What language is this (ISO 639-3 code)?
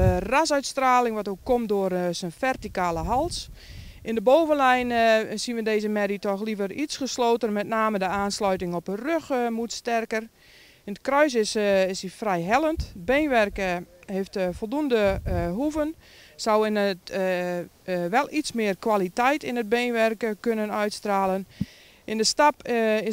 nld